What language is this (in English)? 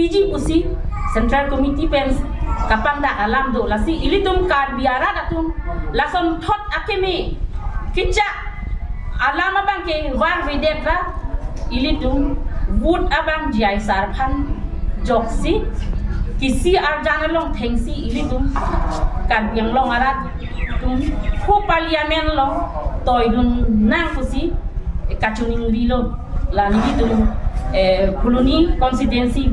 Karbi